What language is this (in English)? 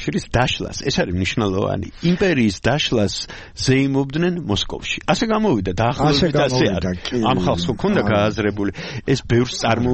Georgian